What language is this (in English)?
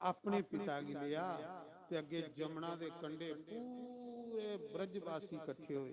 Dogri